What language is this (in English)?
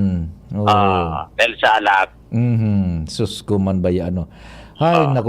Bikol